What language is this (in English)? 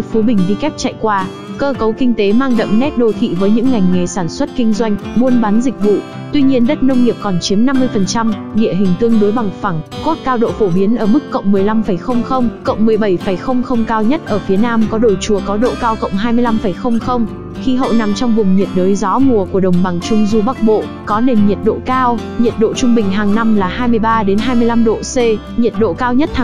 Vietnamese